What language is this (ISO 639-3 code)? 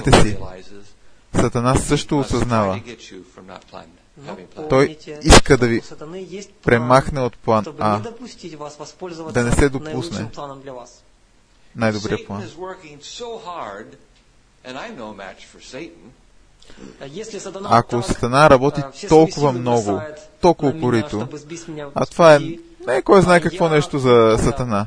bul